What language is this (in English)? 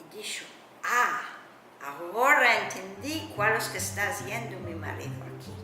Ladino